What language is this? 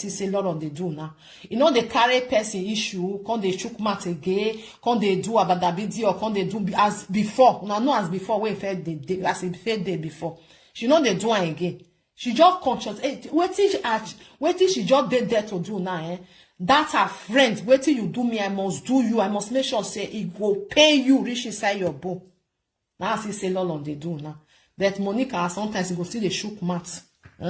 Nigerian Pidgin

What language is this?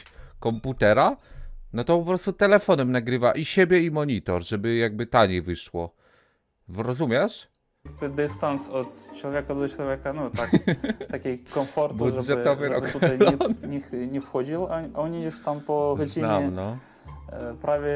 Polish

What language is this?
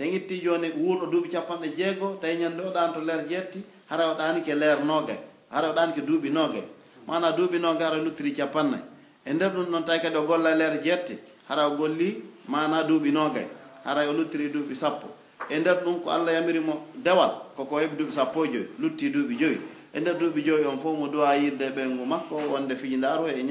Pular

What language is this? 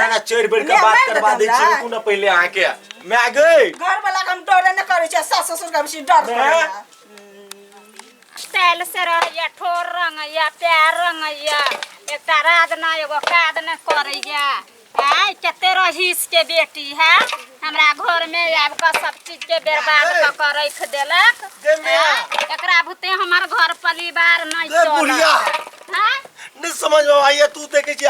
Maithili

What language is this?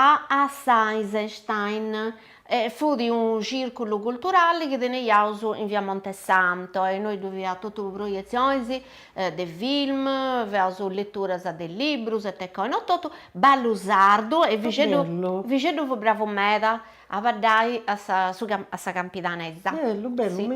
Sardinian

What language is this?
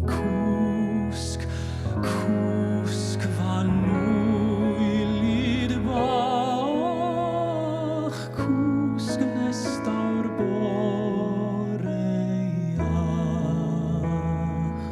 Welsh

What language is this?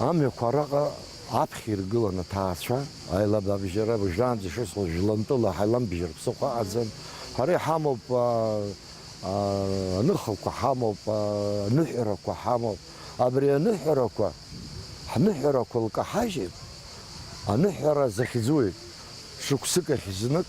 Abkhazian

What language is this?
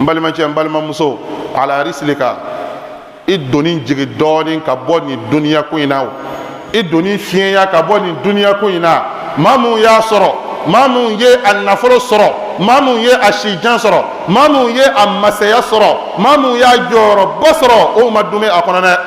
Bambara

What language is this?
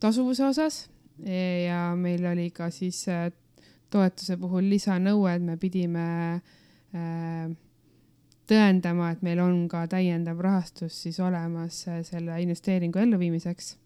Estonian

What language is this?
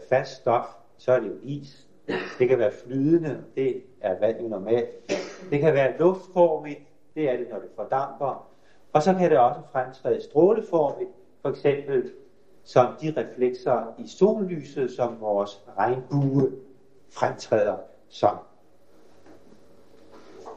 Danish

